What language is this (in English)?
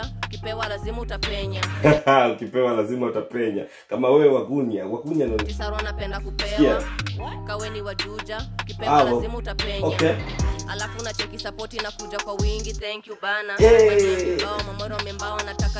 Swahili